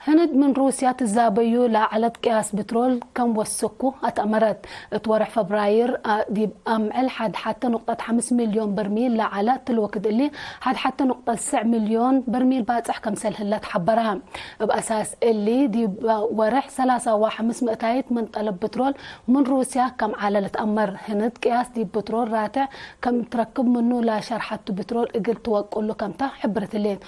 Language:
Tigre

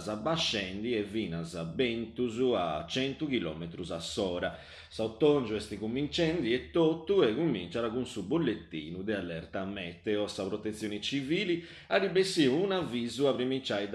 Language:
Sardinian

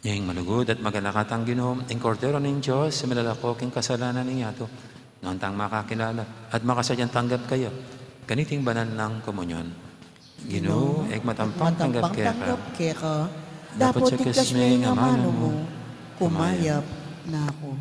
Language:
Pampanga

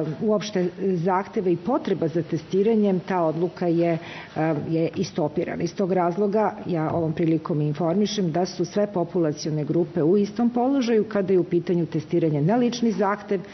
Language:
Serbian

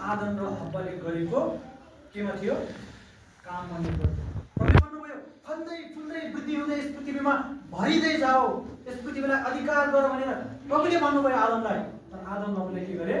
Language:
Nepali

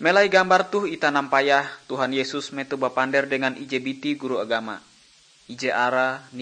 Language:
Ngaju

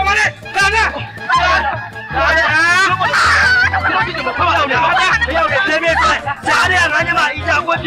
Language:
Burmese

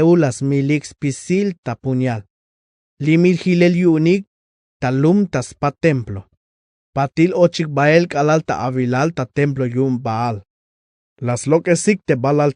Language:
Tzeltal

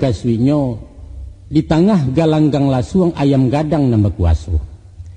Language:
Minangkabau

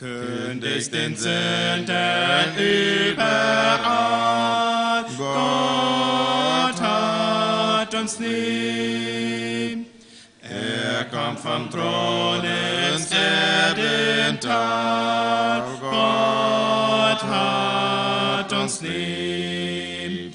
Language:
Plautdietsch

